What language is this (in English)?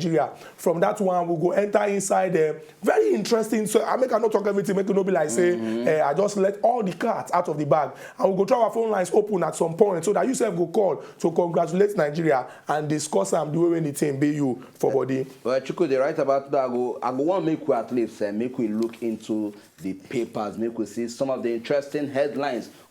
Nigerian Pidgin